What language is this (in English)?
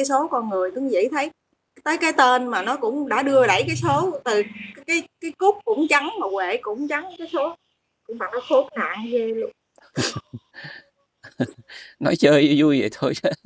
Vietnamese